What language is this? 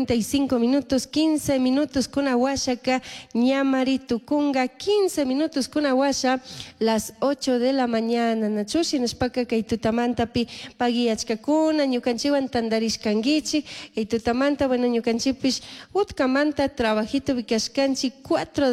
Chimborazo Highland Quichua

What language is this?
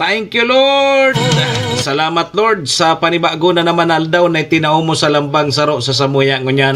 Bikol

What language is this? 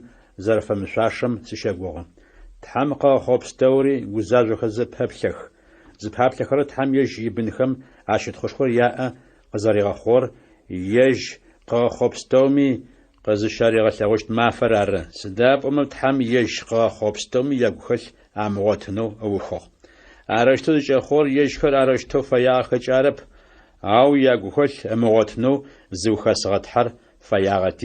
Adyghe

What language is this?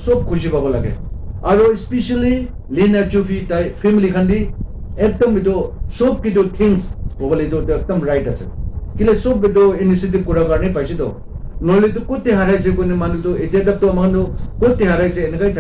Naga Pidgin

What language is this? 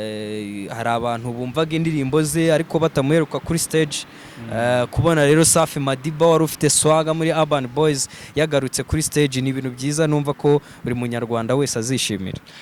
Kinyarwanda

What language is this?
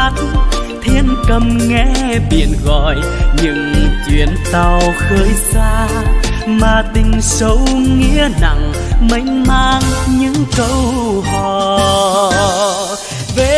Vietnamese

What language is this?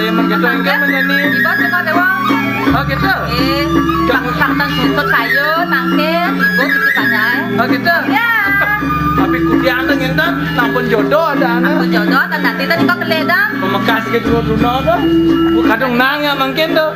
Balinese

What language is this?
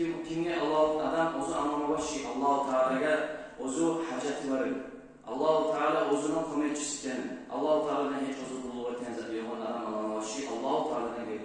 Kumyk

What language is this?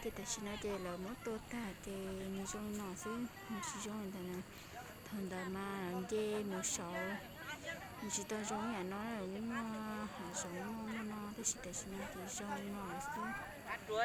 Hmong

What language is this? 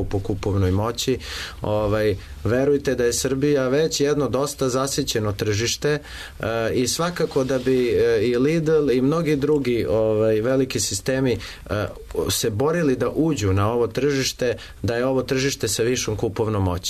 Serbian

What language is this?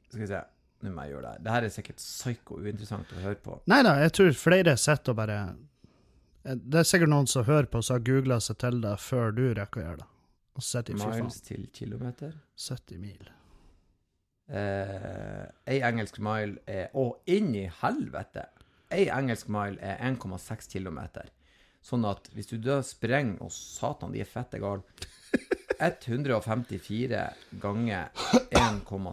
Norwegian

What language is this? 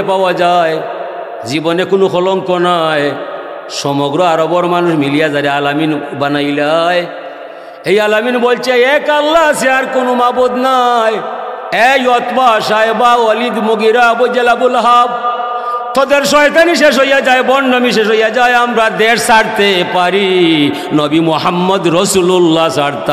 Sylheti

